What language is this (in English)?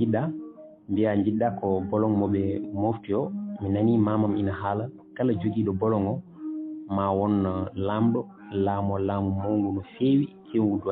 Fula